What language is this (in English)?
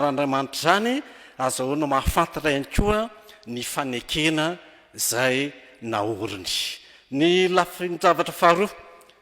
Malagasy